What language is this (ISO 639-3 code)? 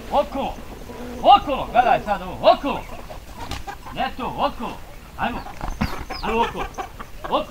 bos